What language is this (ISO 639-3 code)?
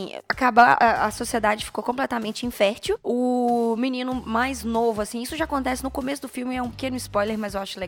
por